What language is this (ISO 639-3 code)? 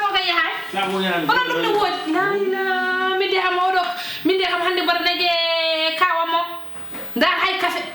ful